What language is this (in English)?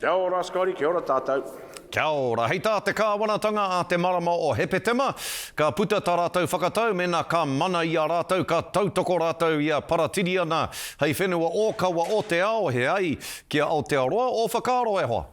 Māori